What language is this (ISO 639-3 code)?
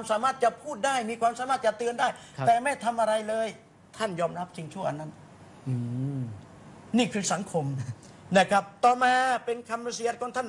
tha